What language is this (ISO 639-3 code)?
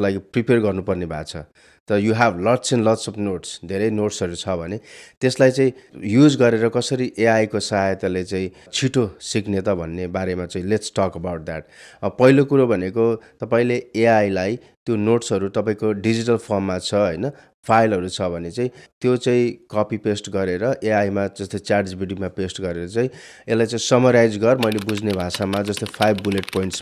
nep